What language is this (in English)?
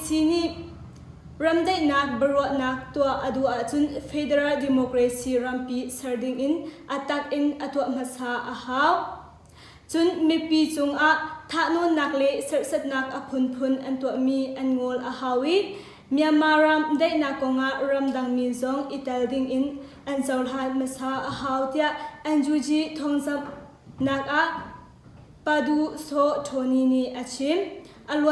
Hakha Chin